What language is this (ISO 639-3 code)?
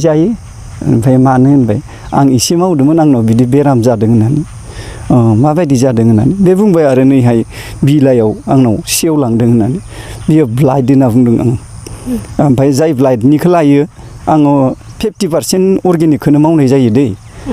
brx